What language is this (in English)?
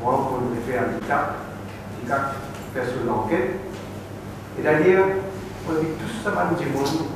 Morisyen